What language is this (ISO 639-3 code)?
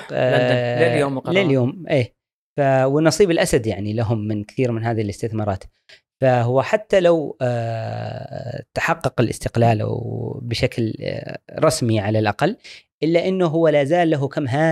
afb